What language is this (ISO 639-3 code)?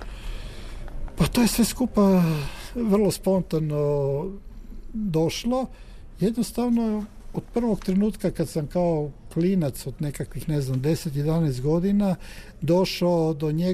hrv